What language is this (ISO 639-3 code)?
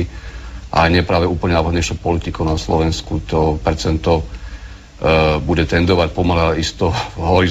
slk